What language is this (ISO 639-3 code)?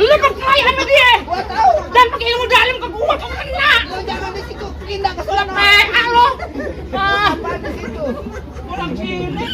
bew